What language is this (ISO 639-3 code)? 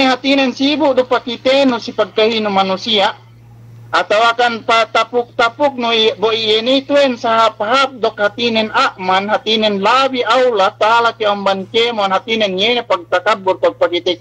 yka